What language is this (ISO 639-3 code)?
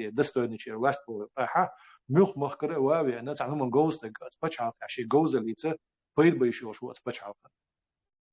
che